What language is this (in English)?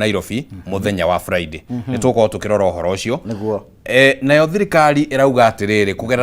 Kikuyu